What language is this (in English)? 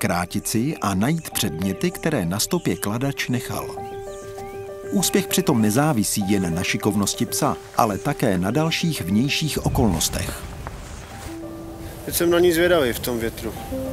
Czech